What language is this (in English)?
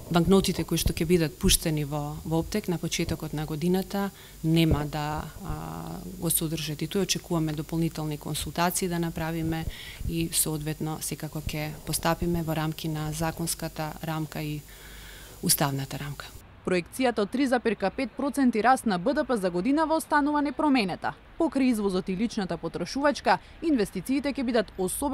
Macedonian